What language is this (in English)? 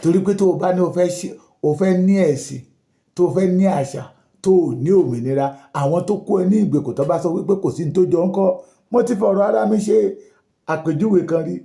Yoruba